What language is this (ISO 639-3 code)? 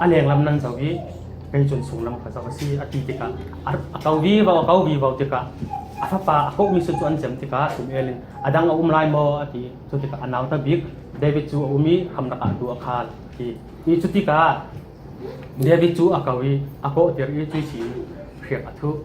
cfm